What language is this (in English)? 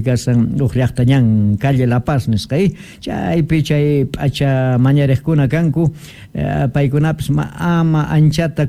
South Bolivian Quechua